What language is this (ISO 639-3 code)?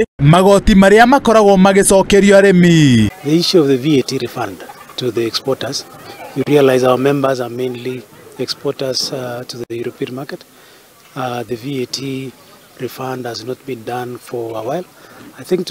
kik